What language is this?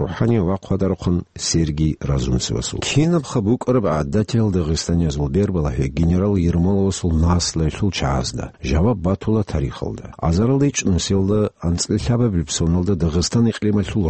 Avaric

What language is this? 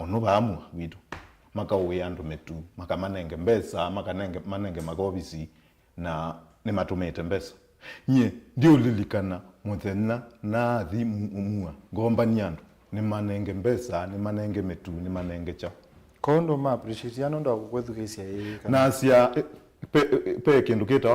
Kamba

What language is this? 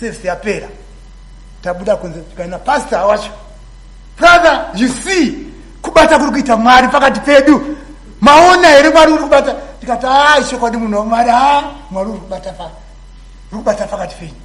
Shona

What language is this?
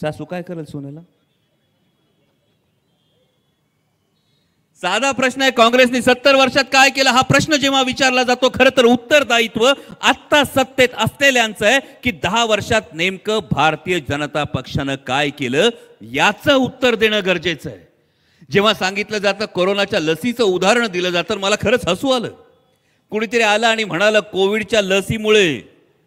Marathi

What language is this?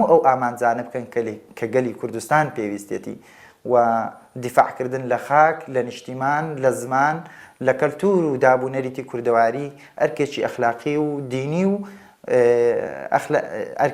Central Kurdish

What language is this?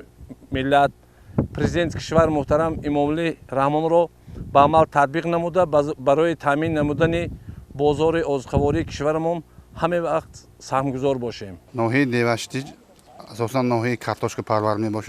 Tajik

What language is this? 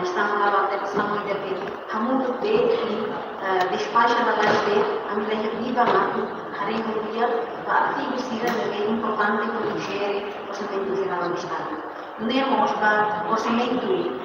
Tetum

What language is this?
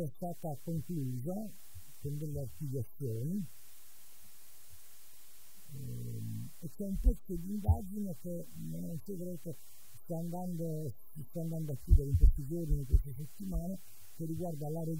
Italian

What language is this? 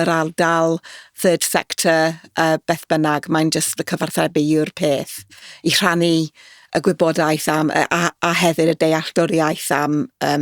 Welsh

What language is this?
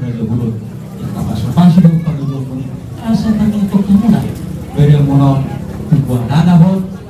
Batak Toba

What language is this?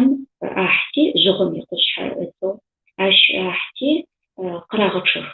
Adyghe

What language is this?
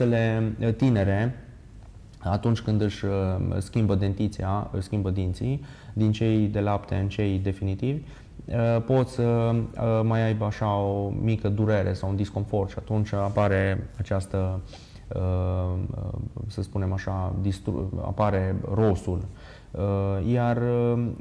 Romanian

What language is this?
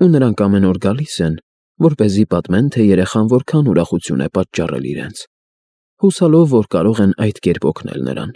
Armenian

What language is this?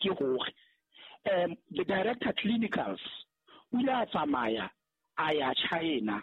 Southern Sotho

